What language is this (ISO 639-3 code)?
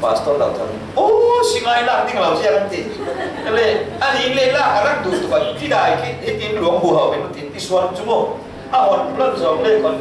cfm